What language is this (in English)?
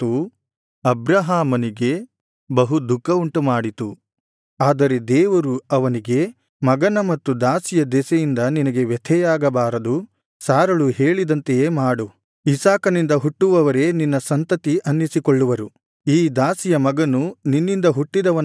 Kannada